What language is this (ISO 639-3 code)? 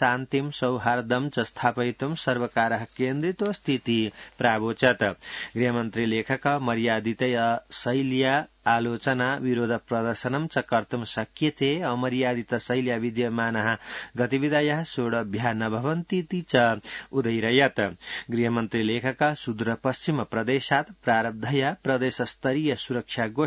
san